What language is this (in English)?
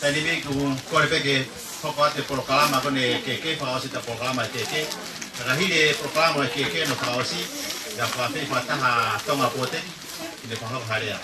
Tongan